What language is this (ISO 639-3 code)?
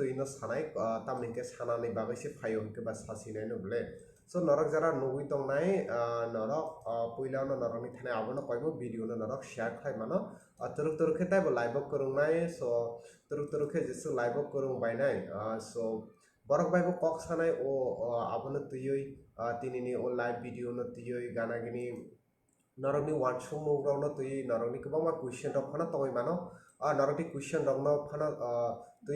trp